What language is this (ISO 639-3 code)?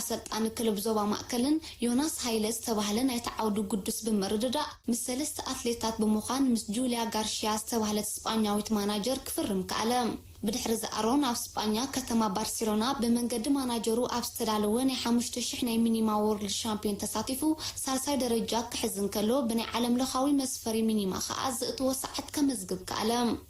tir